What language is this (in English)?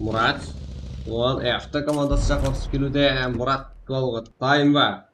Kara-Kalpak